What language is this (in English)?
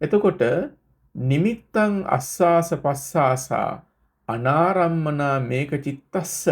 Sinhala